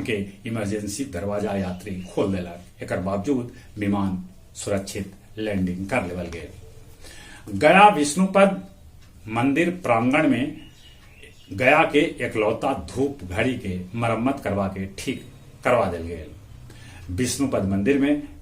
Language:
Magahi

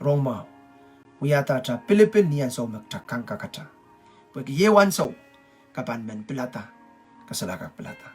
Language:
Pohnpeian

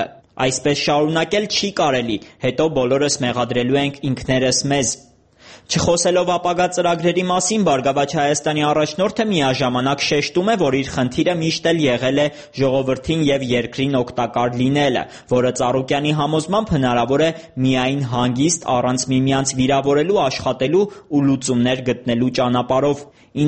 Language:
Armenian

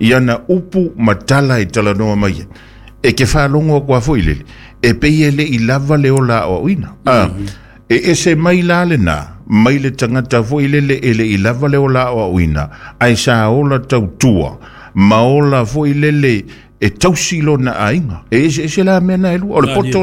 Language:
Samoan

